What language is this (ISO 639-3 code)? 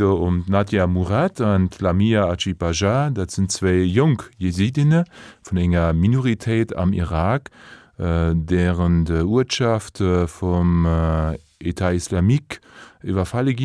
ltz